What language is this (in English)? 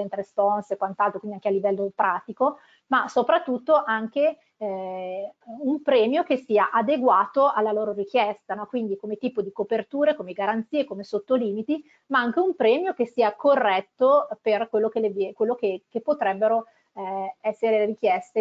Italian